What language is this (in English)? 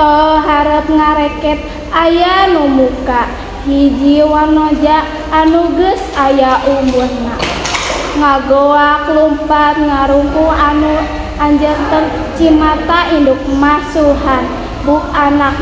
Sundanese